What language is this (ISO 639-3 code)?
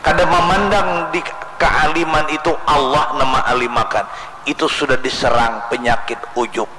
bjn